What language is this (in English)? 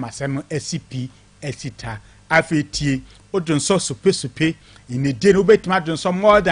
Akan